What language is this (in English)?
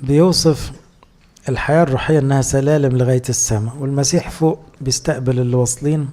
Egyptian Arabic